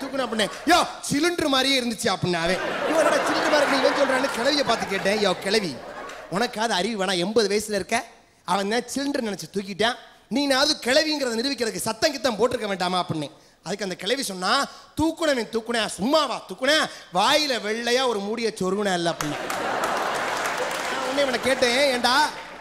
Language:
Tamil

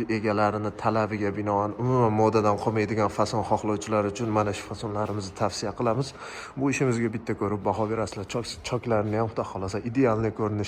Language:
Uzbek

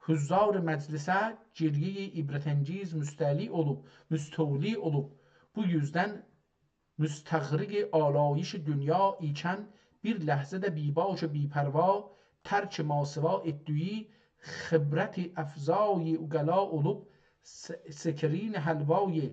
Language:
South Azerbaijani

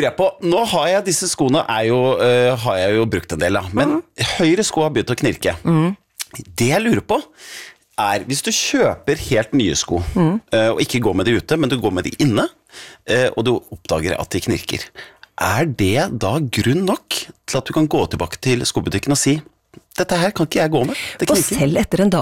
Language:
Norwegian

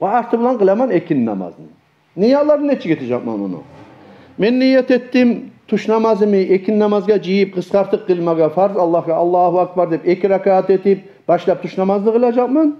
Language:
Kumyk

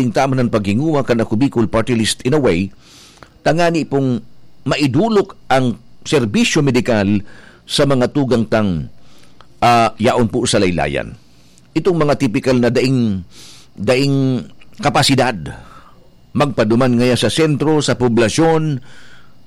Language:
Bikol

